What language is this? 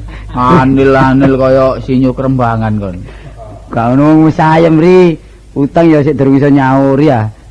Javanese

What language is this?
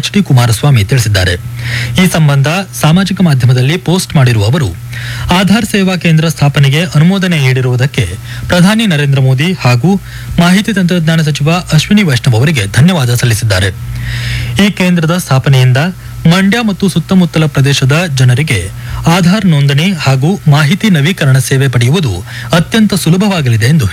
Kannada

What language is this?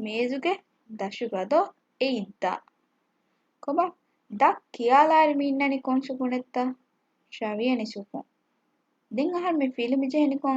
Divehi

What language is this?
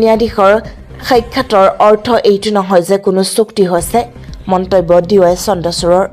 Assamese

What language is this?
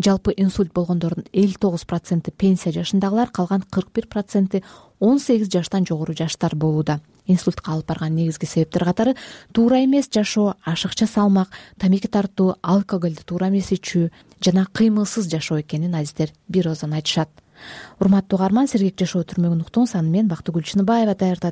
Kyrgyz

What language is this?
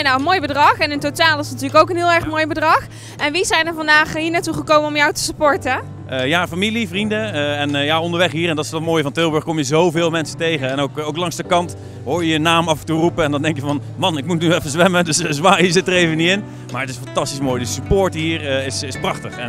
Dutch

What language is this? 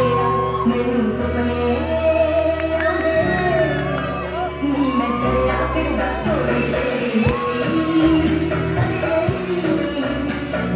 Punjabi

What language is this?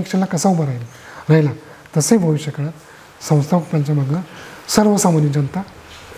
Marathi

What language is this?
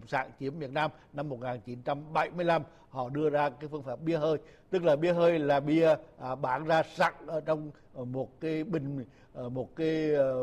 Vietnamese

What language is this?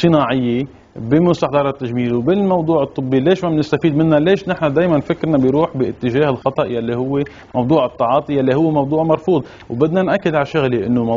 North Levantine Arabic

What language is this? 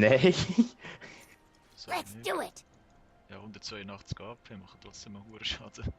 Swiss German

